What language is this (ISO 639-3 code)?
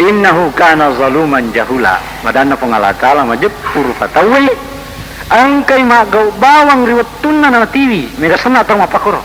bug